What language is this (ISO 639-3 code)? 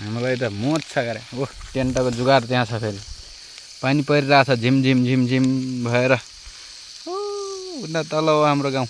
nep